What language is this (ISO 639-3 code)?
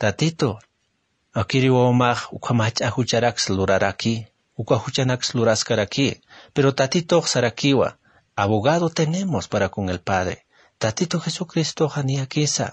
aym